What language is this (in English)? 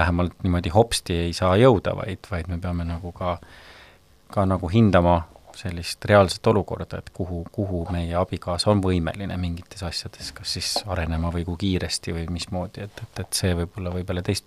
Estonian